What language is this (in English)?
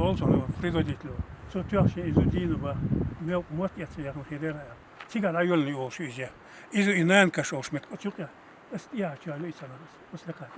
Chechen